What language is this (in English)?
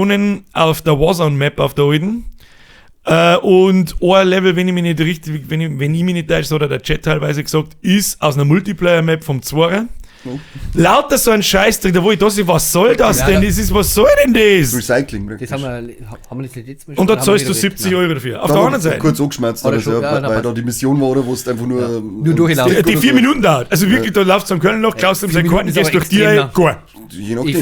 Bavarian